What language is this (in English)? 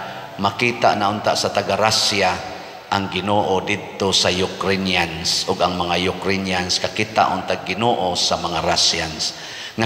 Cebuano